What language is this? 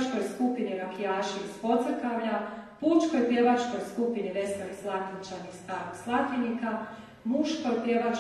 Croatian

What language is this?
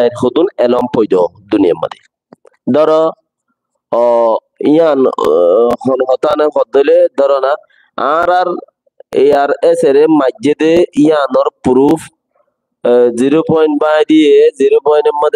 Rohingya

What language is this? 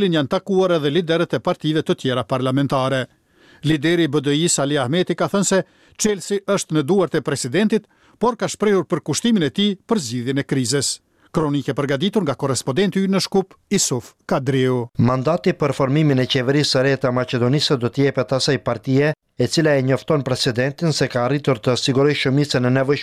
Albanian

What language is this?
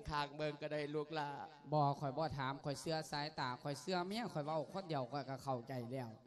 Lao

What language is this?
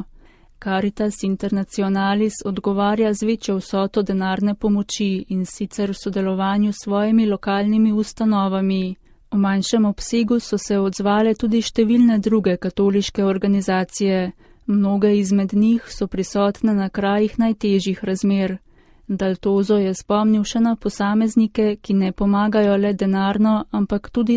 Slovenian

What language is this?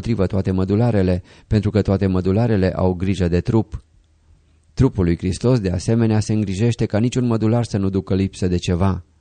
Romanian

